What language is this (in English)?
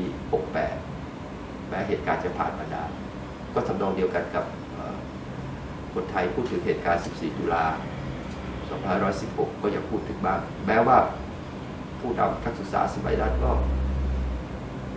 Thai